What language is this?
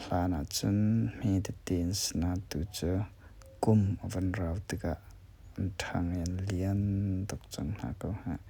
Hakha Chin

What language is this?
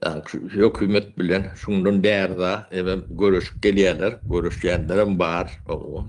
Turkmen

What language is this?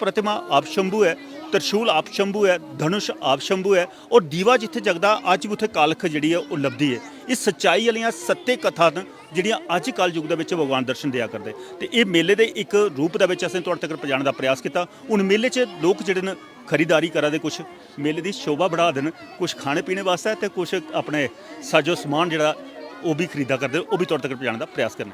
Dogri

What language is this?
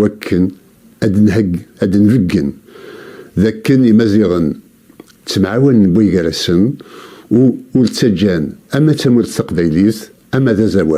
Kabyle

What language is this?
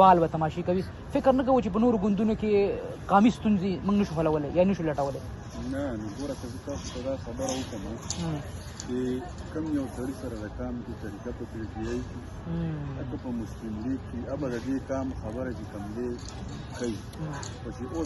Pashto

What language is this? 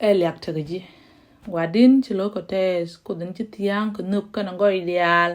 Nuer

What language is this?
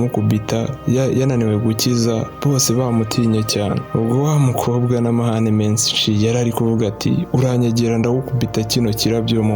Kinyarwanda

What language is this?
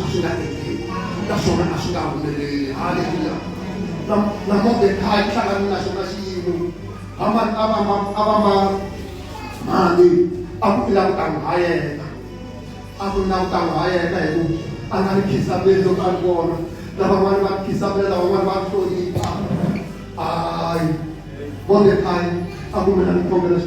Tsonga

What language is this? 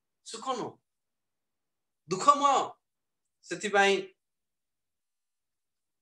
Odia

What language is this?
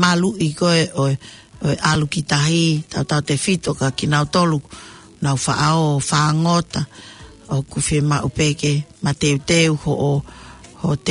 Tongan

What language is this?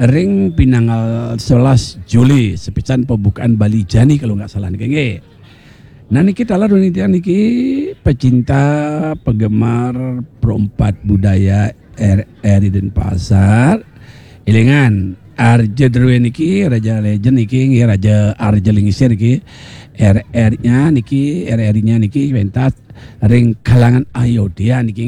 Balinese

